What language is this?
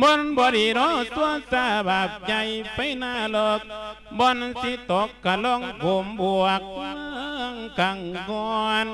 Lao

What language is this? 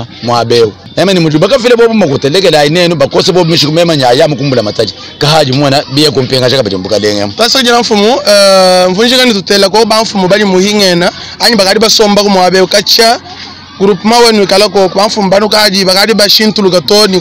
Luba-Lulua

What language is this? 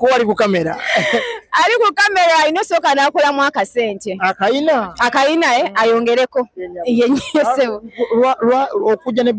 Ganda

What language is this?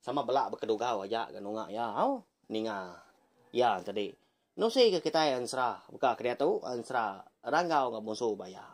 Iban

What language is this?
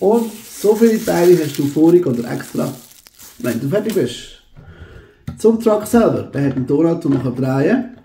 Swiss German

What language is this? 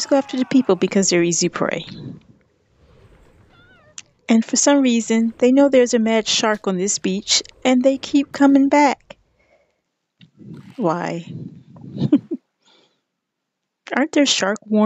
English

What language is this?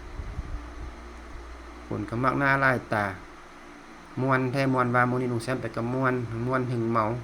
Lao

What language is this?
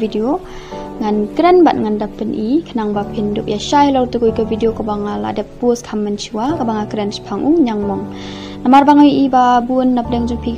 Khasi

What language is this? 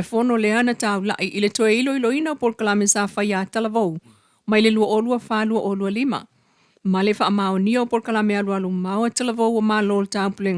Samoan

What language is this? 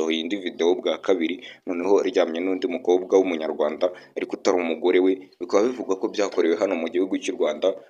Kinyarwanda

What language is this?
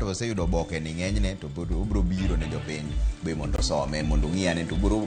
Luo (Kenya and Tanzania)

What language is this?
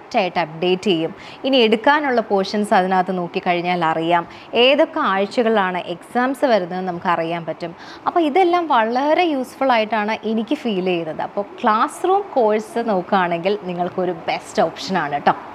Malayalam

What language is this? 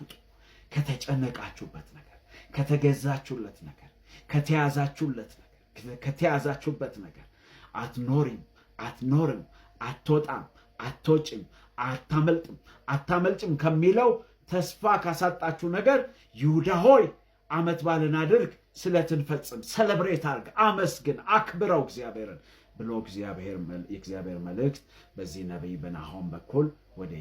Amharic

